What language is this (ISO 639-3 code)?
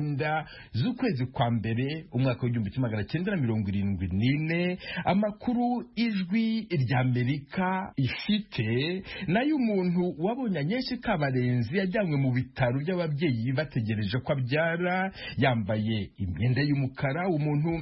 kin